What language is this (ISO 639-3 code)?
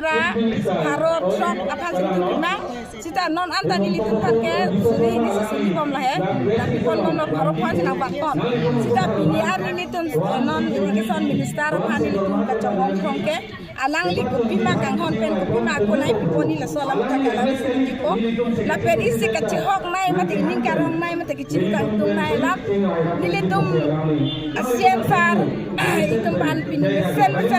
mjw